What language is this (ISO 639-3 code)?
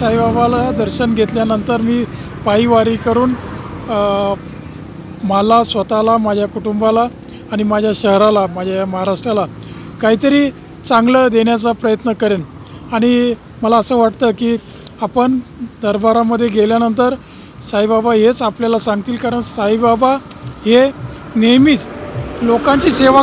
mar